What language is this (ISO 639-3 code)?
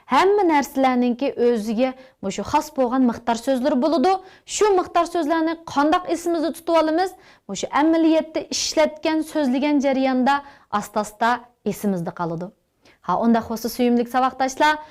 uig